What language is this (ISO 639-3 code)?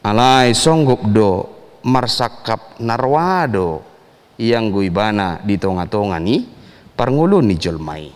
bbc